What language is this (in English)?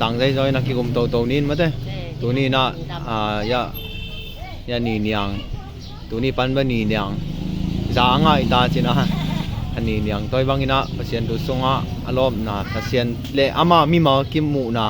Tedim Chin